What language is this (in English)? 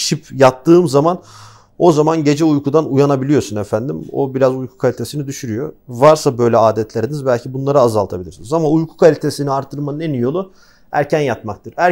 Turkish